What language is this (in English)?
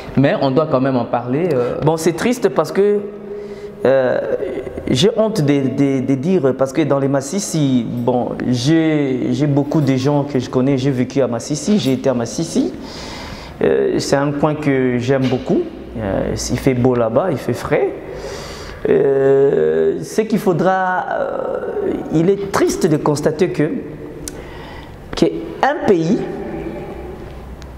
French